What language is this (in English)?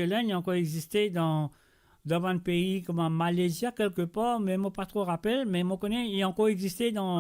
Morisyen